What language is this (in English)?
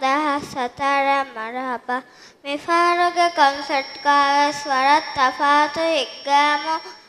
Divehi